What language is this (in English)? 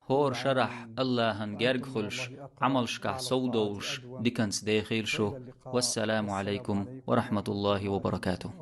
Chechen